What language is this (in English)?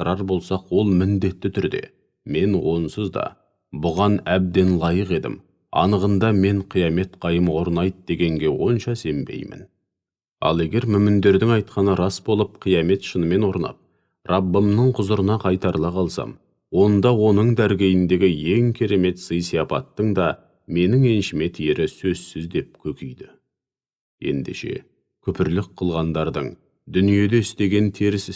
Kazakh